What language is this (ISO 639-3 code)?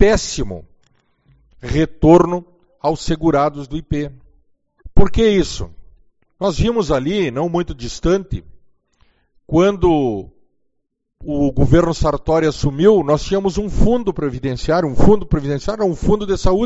por